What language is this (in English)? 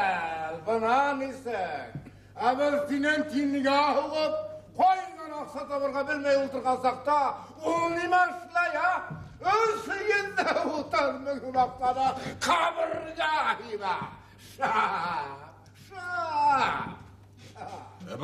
Bashkir